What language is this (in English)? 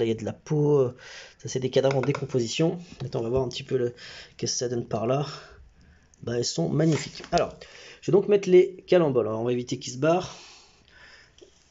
French